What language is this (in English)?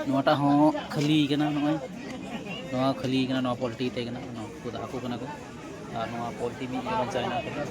Santali